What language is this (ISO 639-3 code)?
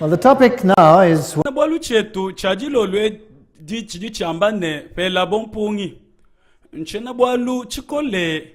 lua